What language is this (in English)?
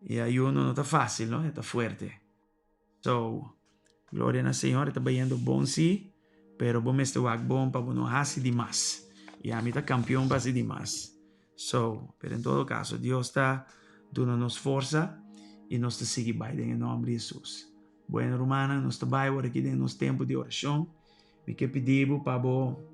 Papiamento